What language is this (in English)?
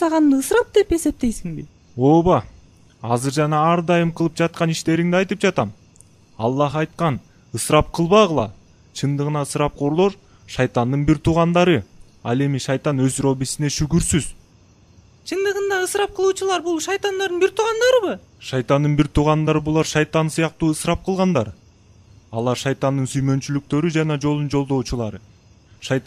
Kyrgyz